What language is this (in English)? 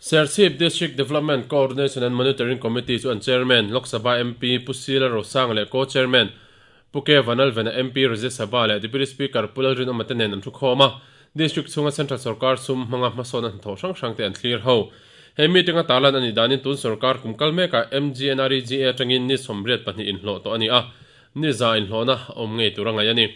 Mizo